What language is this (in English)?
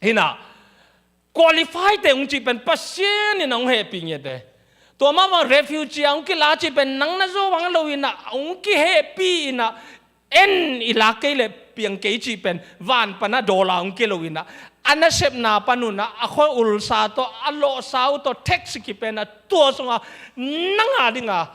Tedim Chin